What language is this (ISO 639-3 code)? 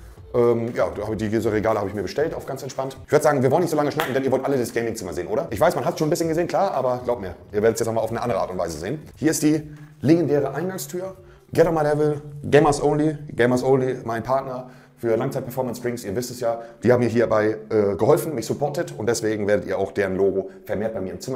deu